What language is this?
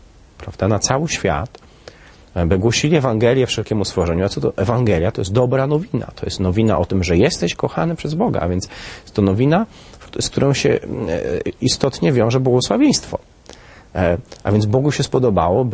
Polish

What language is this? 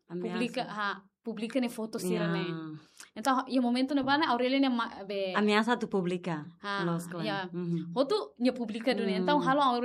Tetum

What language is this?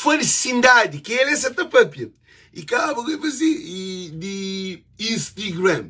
Kabuverdianu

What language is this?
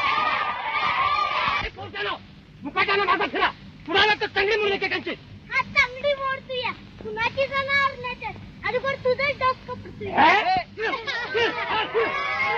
Marathi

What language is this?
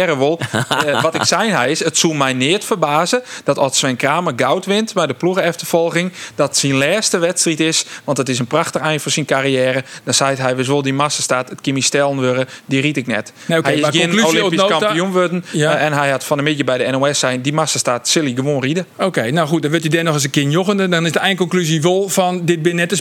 Western Frisian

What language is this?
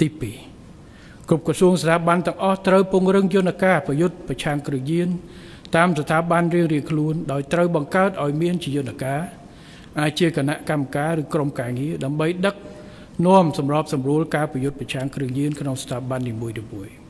Khmer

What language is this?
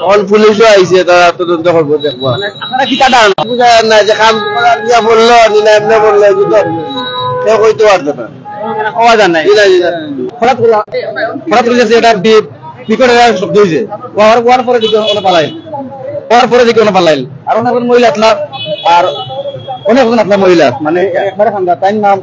Sylheti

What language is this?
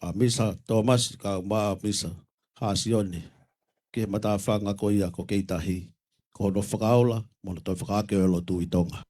Tongan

